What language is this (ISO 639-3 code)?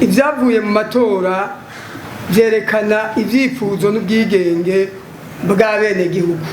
run